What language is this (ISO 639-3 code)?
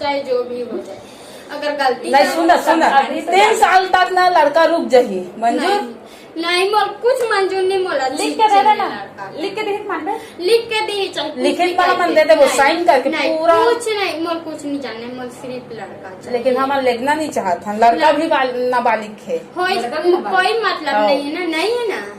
hne